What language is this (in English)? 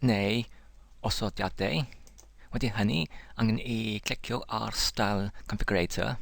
Welsh